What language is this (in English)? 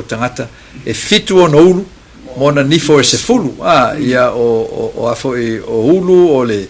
Samoan